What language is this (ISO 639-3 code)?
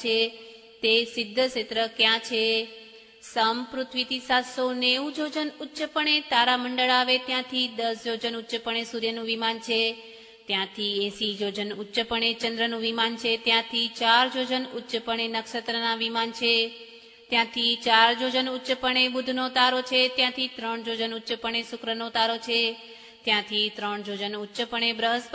guj